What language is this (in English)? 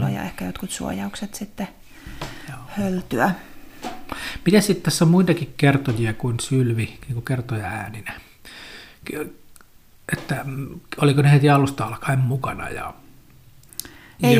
Finnish